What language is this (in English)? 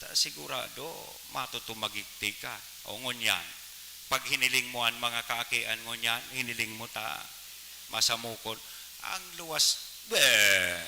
Bikol